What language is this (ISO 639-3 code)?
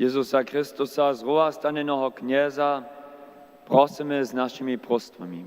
hsb